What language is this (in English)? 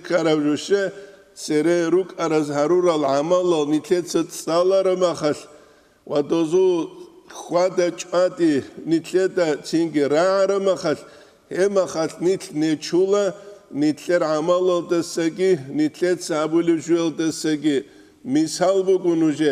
Avaric